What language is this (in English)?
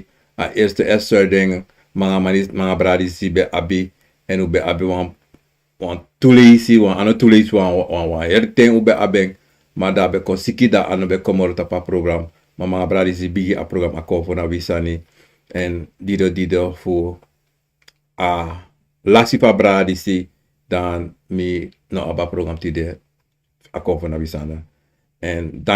Sranan Tongo